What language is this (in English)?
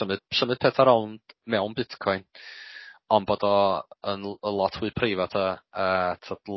Welsh